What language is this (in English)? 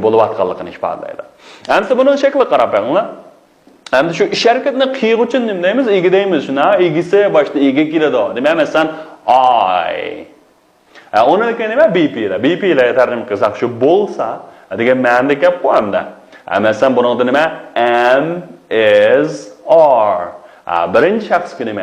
Uyghur